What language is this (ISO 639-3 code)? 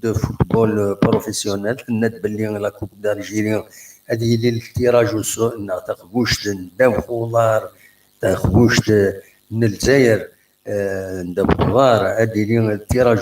kab